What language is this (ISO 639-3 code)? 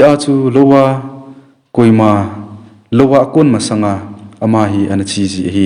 tcz